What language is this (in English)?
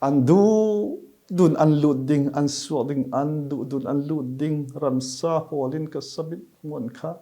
Falam Chin